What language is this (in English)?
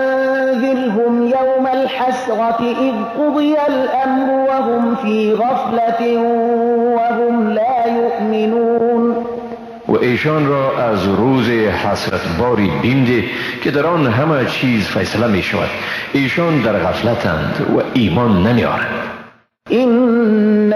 Persian